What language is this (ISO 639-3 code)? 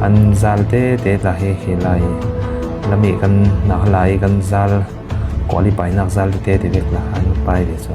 cfm